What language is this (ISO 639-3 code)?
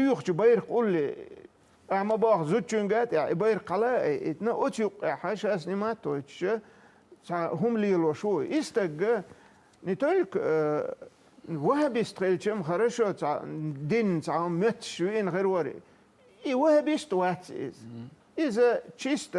che